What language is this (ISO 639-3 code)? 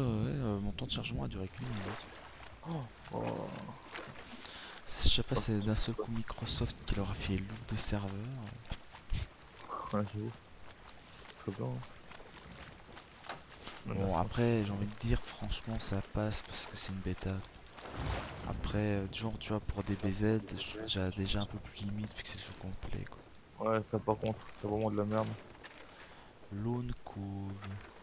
fra